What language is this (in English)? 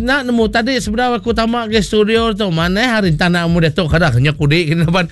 Iban